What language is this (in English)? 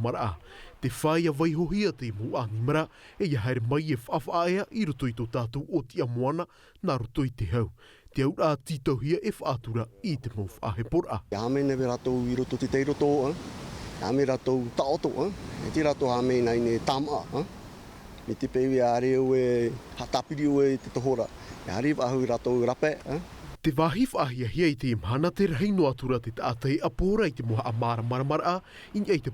Tahitian